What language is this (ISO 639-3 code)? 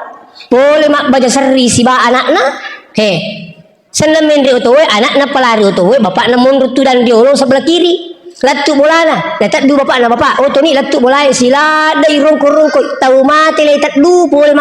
bug